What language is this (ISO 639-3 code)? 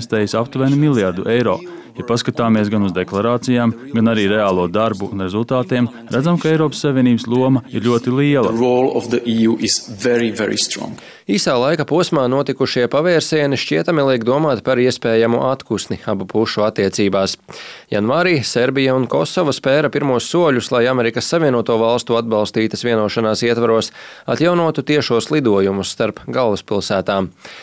lav